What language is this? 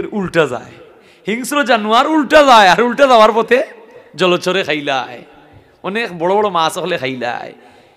Sylheti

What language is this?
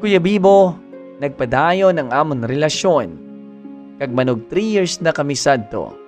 Hiligaynon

